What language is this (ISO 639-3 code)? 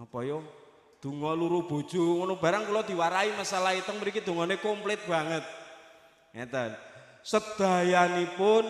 jav